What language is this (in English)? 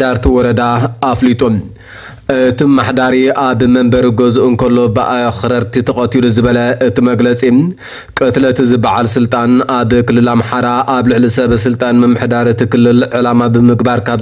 Tigrinya